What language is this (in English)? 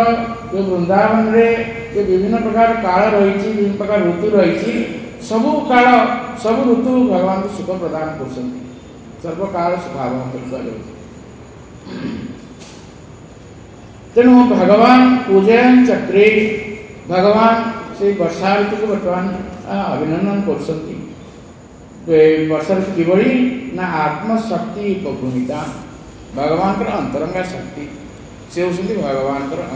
Odia